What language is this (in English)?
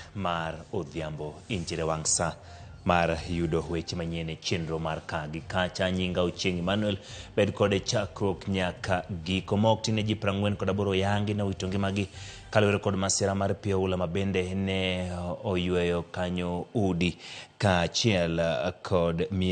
Luo (Kenya and Tanzania)